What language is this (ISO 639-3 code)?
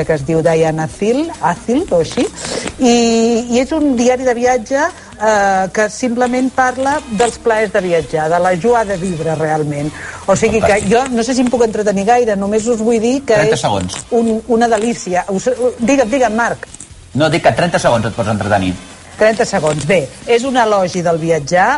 cat